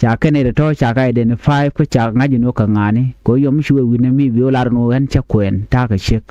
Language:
Nuer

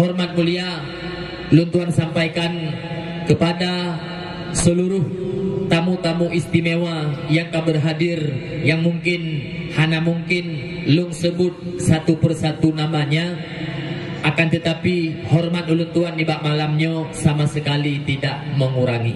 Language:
Achinese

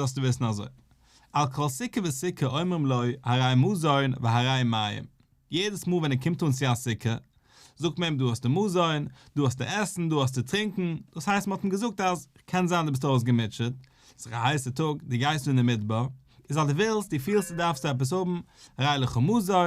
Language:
Yiddish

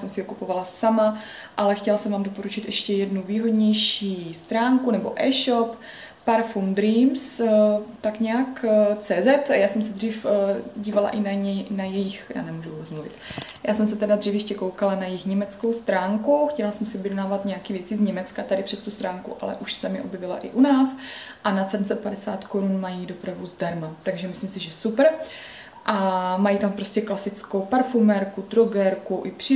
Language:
Czech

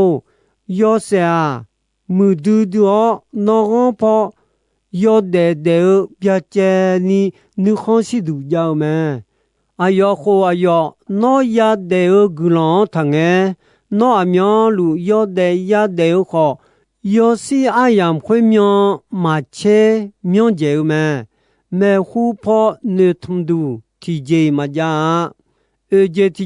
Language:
Akha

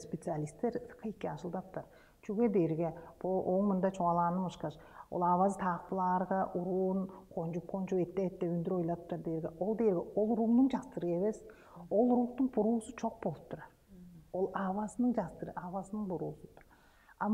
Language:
Tuvinian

